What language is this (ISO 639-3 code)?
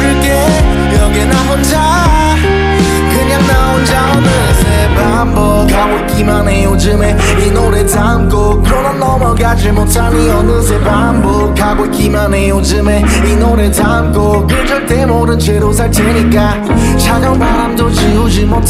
kor